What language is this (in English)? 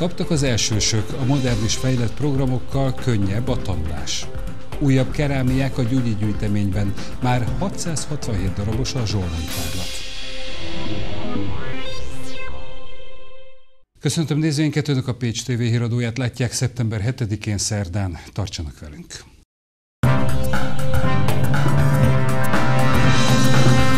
Hungarian